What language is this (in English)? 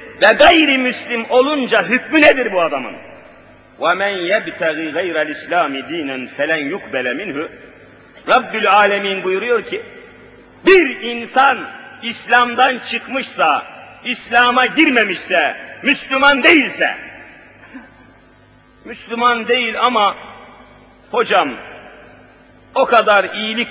Turkish